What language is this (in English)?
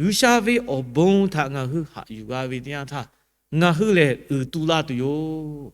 Lahu